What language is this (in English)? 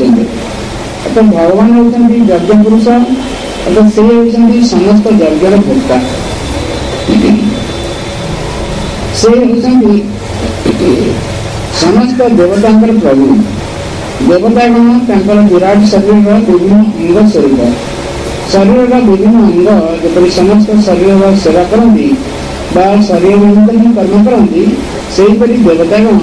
Odia